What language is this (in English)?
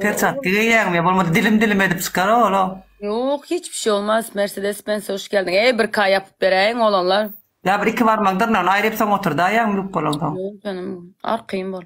Turkmen